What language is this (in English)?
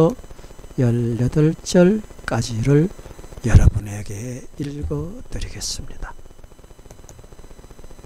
Korean